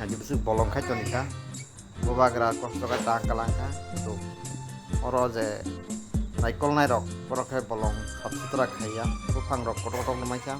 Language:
Kok Borok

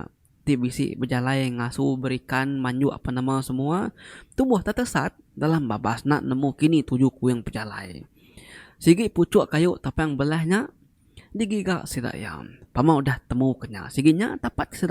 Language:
Iban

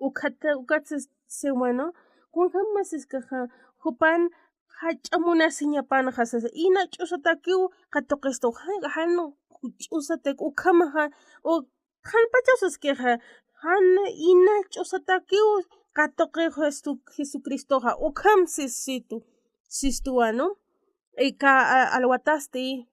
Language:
Aymara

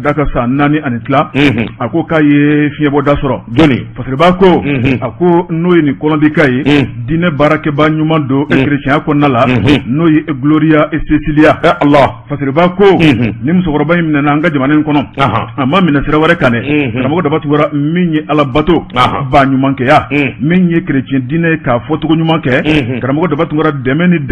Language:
Bambara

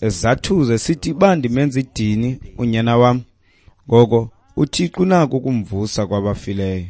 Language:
Xhosa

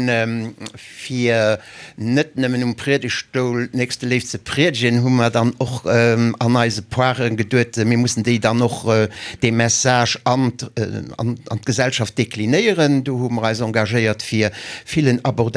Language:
Luxembourgish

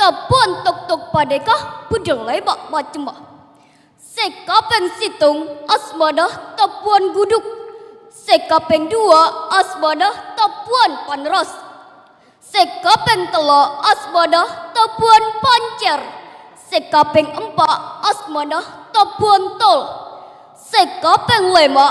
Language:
Madurese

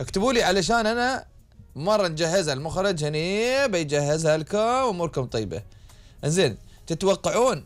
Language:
Gulf Arabic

